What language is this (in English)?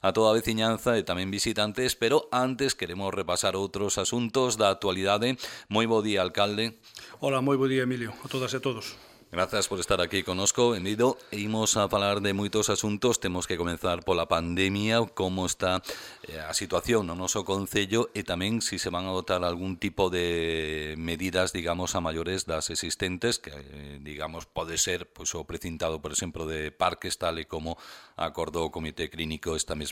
Galician